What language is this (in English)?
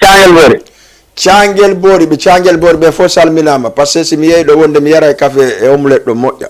Fula